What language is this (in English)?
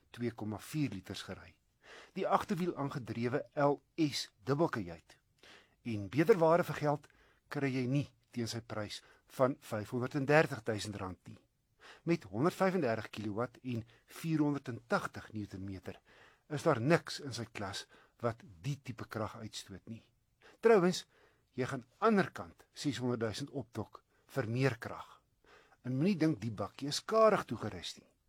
Afrikaans